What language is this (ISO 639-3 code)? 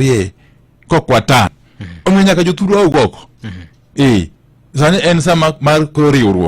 luo